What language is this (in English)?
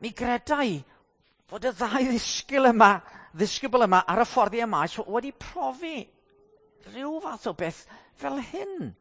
Welsh